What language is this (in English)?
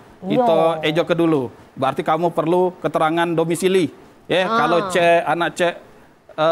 Musi